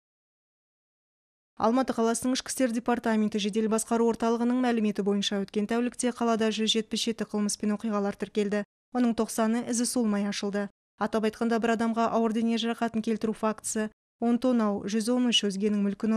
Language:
Kazakh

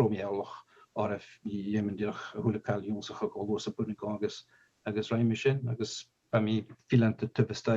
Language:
Scottish Gaelic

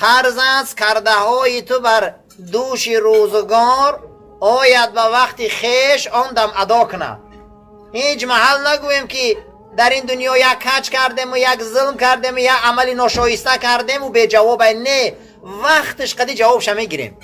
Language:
Tajik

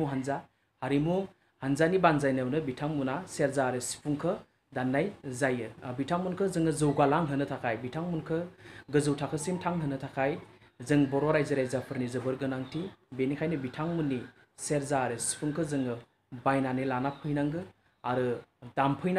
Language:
Bodo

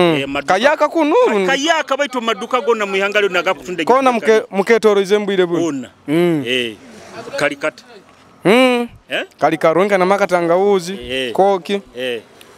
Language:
Nyoro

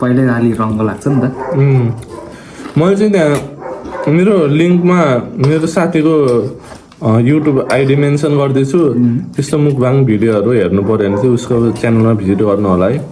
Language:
Nepali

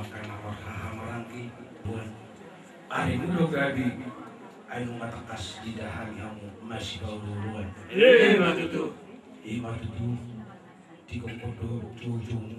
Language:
Batak Toba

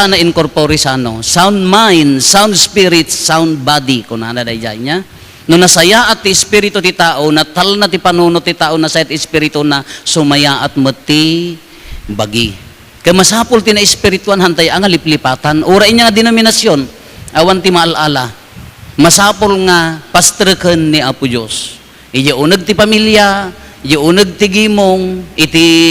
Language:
Iloko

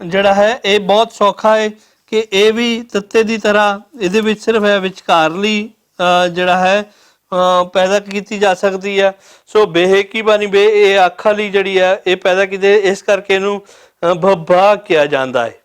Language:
Western Panjabi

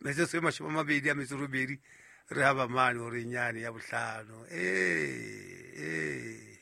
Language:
Southern Sotho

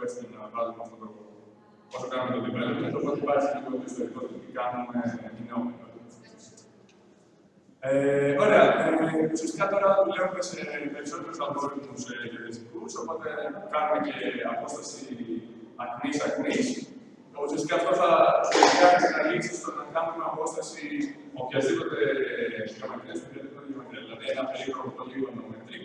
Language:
Greek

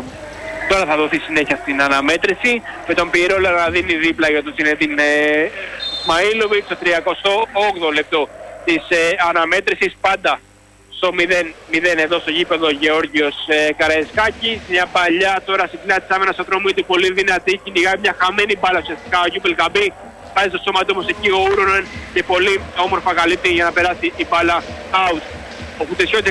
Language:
Greek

